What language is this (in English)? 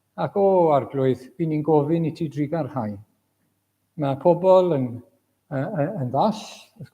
Welsh